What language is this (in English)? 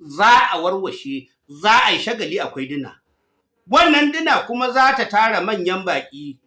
Hausa